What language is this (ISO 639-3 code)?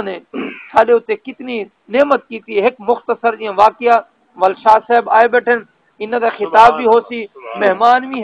skr